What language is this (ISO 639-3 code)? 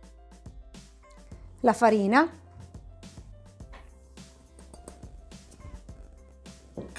ita